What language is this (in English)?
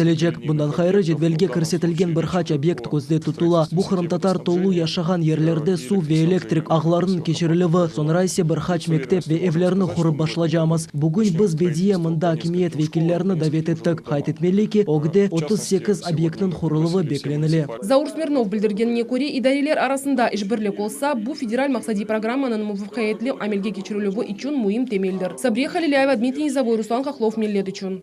Crimean Tatar